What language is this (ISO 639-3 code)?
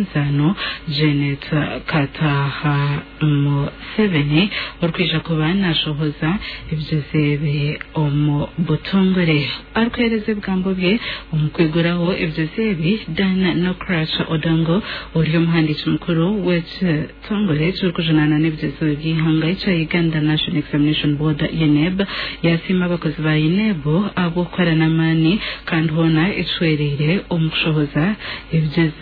nyn